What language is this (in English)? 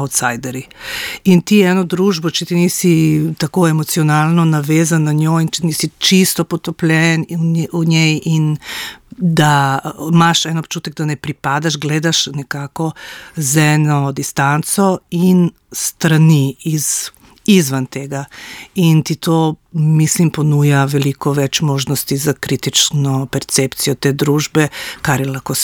Slovenian